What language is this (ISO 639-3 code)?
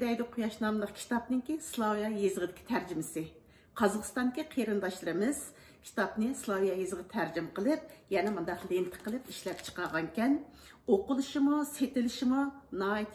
uig